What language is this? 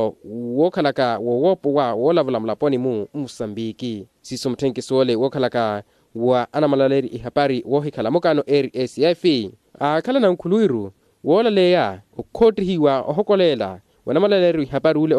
Makhuwa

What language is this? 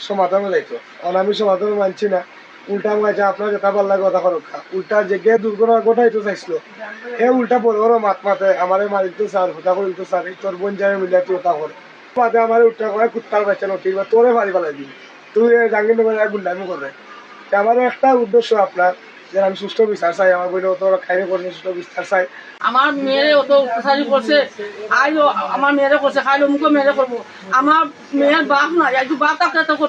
Sylheti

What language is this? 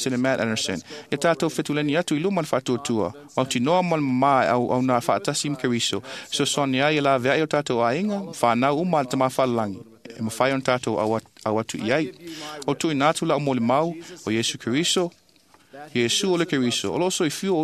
Samoan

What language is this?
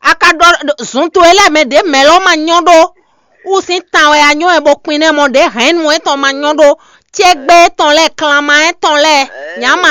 Fon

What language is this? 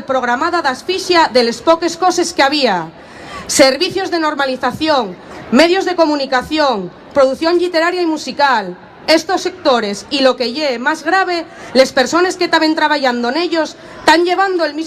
Asturian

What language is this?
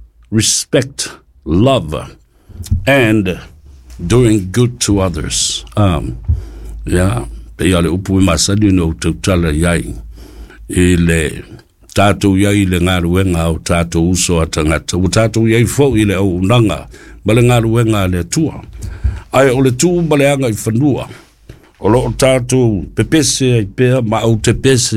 Samoan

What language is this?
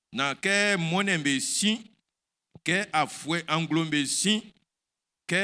Baoulé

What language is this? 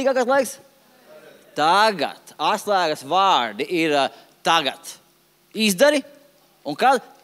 Latvian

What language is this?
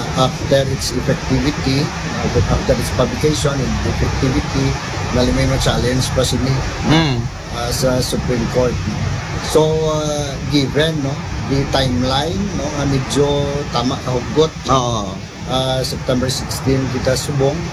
Aklanon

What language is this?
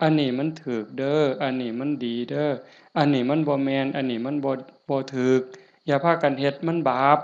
Lao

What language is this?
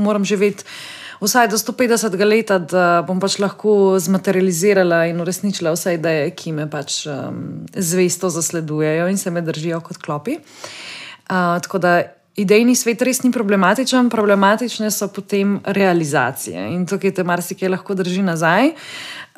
Slovenian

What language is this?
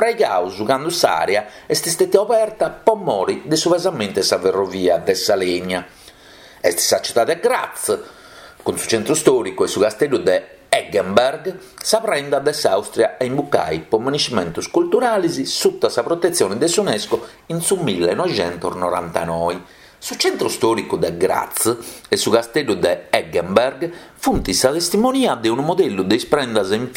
Sardinian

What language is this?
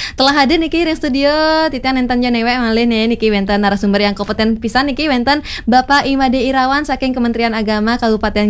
Balinese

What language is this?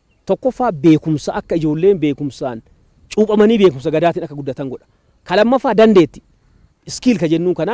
Oromo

